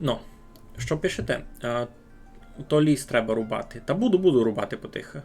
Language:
Rusyn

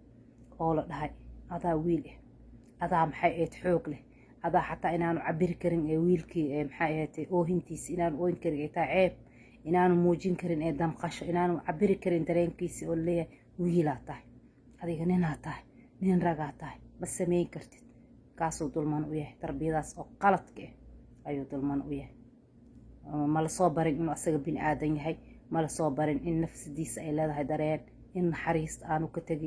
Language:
Somali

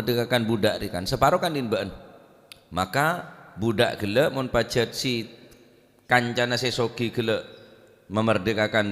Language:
Madurese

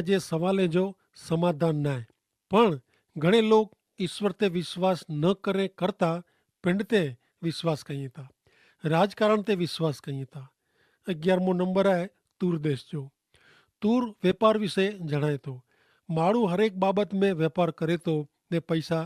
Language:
Kachhi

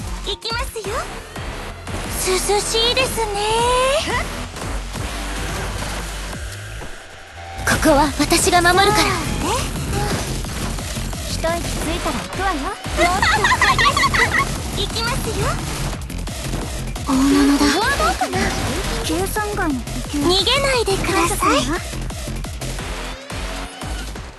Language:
Japanese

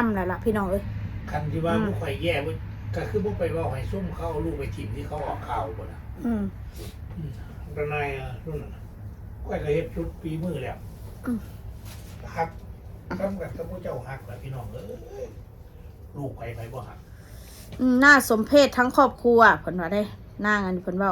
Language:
Northeastern Thai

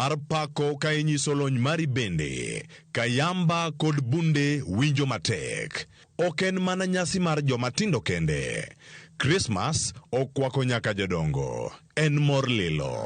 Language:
Luo (Kenya and Tanzania)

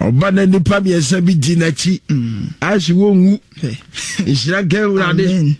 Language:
Akan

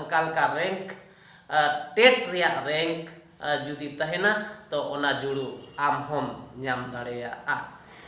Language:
Santali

